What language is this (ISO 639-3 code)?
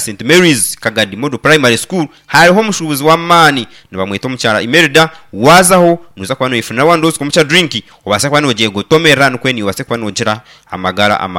nyn